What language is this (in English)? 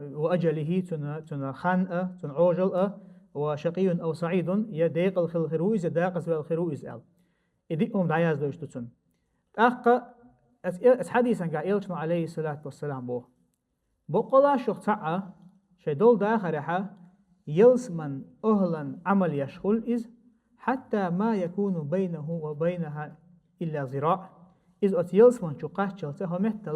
Chechen